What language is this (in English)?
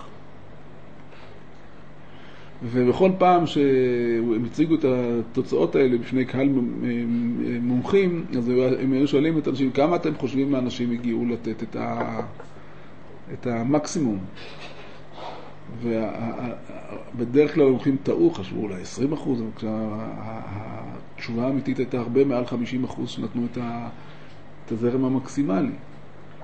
Hebrew